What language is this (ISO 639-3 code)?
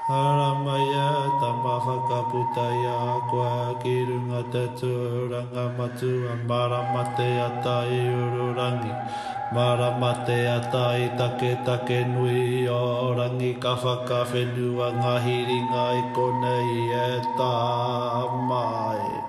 mri